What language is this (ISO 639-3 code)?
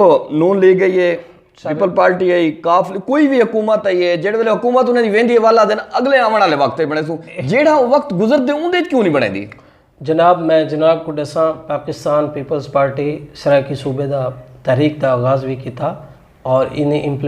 skr